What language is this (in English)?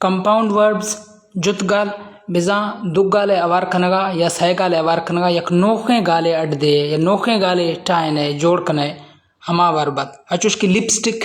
Baluchi